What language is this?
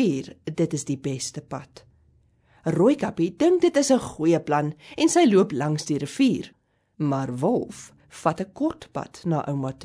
Afrikaans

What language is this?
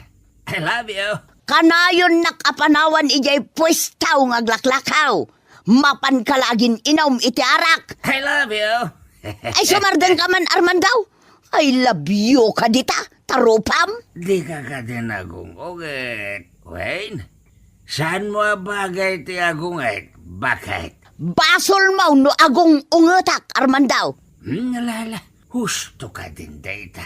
Iloko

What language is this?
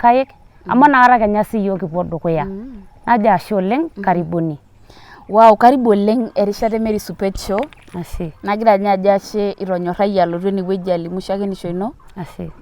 Masai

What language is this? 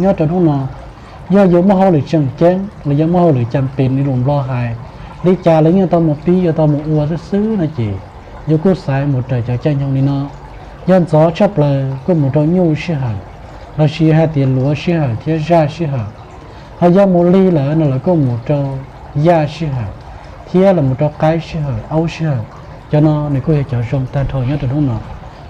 Hmong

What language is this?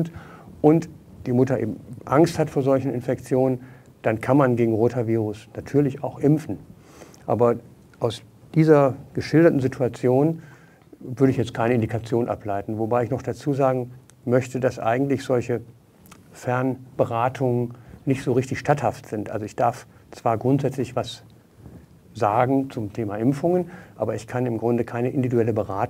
German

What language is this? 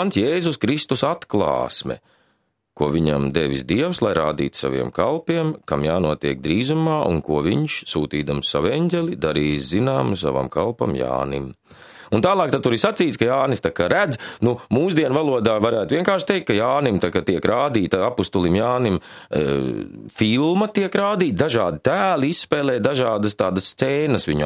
Latvian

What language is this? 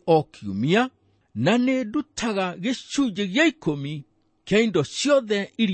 Kikuyu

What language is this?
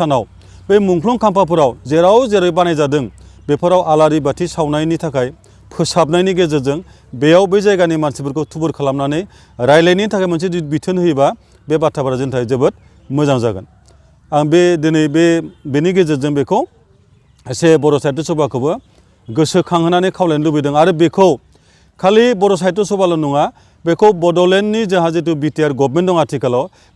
Bodo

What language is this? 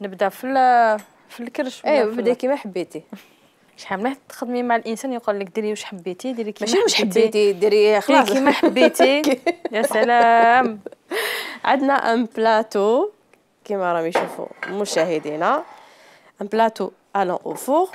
Algerian Arabic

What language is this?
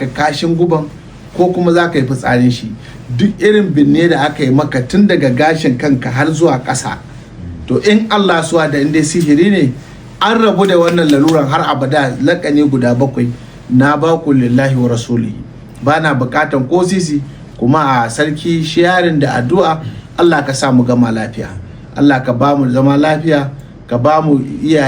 Hausa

